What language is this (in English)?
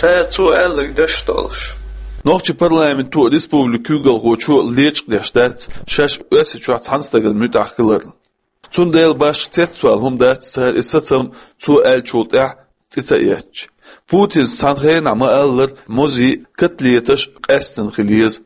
Chechen